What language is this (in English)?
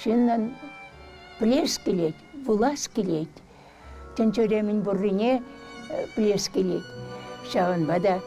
Chuvash